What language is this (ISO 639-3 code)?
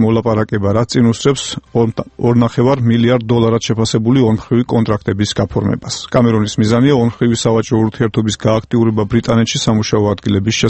kat